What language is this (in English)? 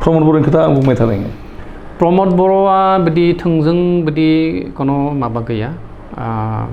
Bodo